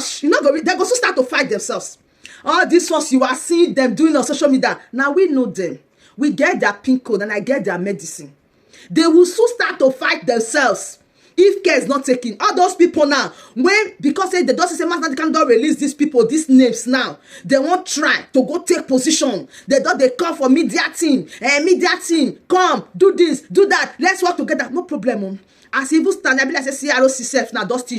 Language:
Nigerian Pidgin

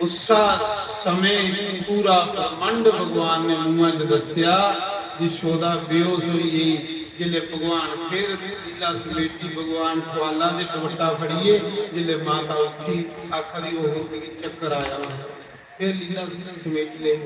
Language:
Dogri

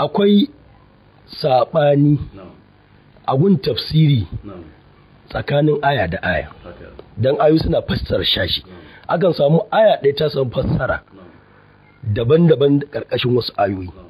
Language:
Hausa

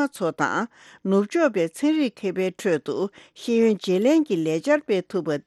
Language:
Tibetan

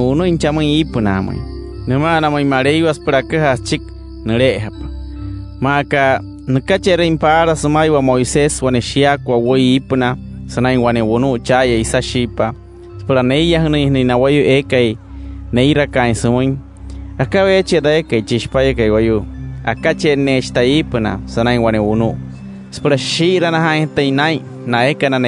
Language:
Wayuu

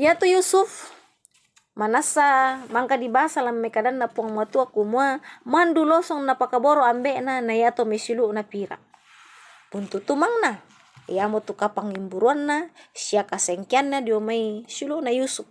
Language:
Toraja-Sa'dan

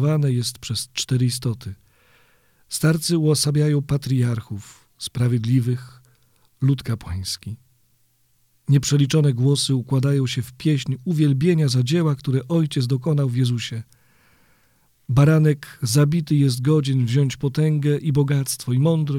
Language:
Polish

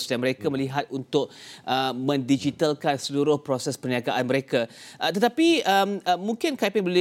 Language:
Malay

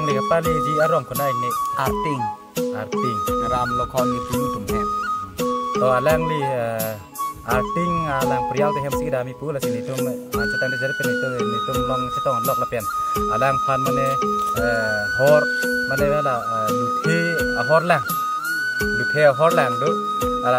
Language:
Karbi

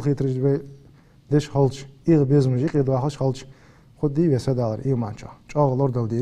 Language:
Ingush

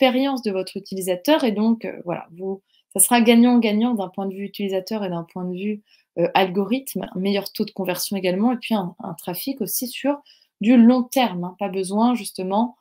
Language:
French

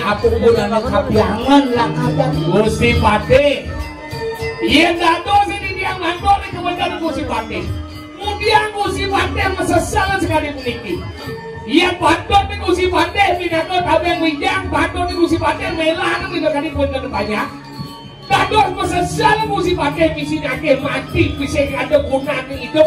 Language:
Balinese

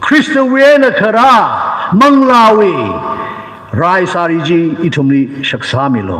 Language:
Tangkhul Naga (India)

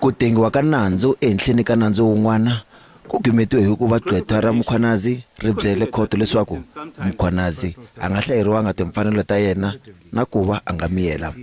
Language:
Tsonga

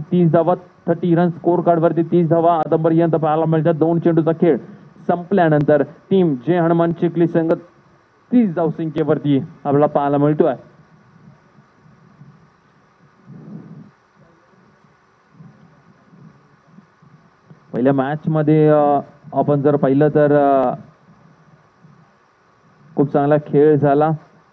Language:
Marathi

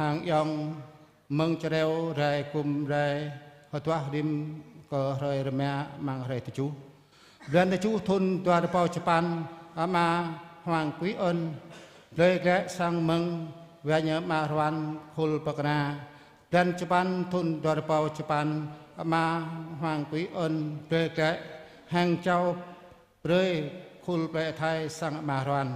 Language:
Jarai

